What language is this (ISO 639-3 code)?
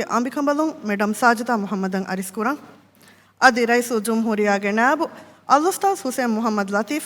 div